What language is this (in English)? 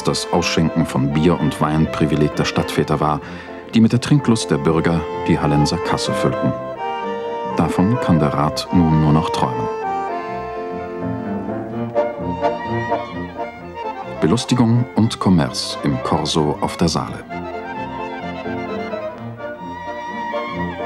German